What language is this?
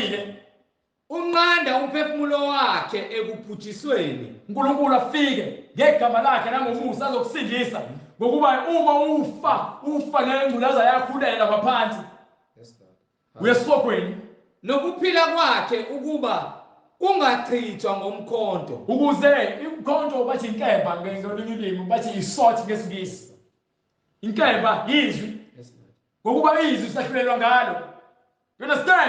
Zulu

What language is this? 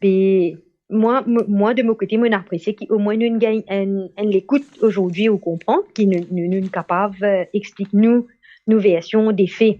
Morisyen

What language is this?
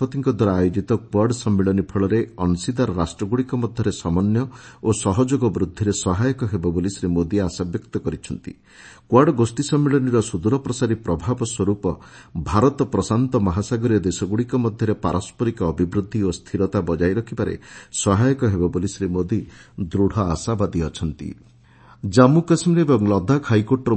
Odia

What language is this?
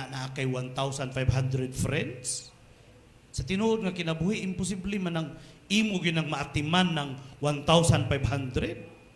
Cebuano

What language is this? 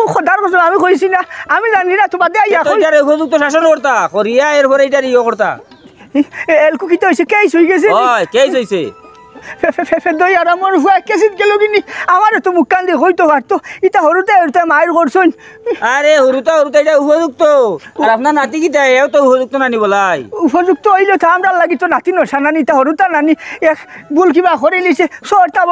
Sylheti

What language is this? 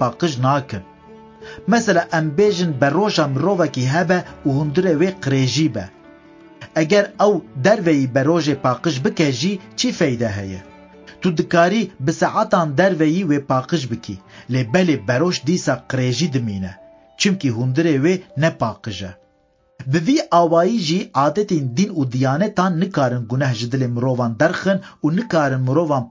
Kurdish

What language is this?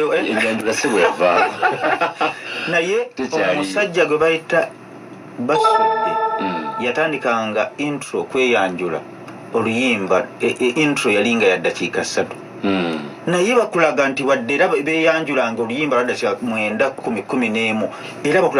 Ganda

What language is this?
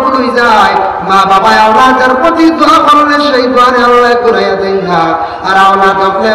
Sylheti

